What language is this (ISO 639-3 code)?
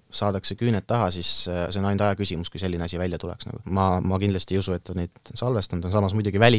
est